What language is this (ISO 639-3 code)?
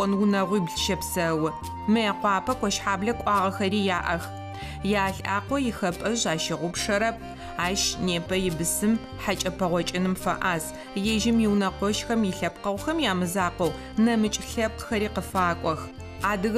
ady